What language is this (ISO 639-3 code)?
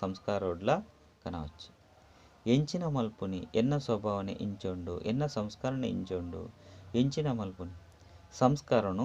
tcy